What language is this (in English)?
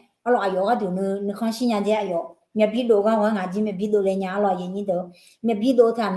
Akha